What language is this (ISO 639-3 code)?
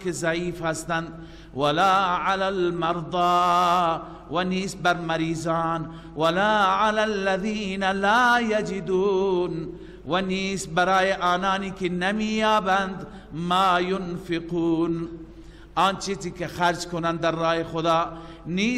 fas